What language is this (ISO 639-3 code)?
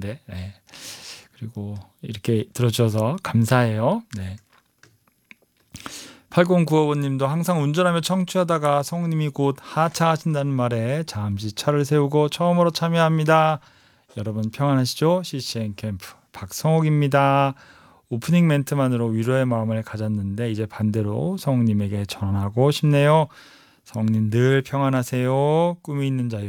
kor